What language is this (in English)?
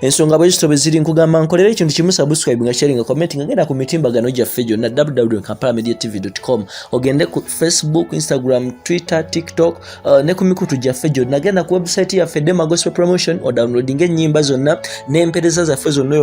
Ganda